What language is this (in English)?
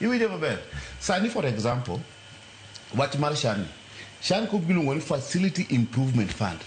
Luo (Kenya and Tanzania)